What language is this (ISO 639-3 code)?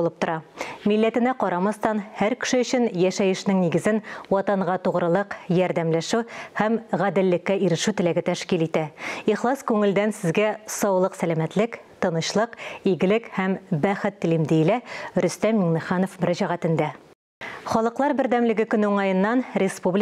tat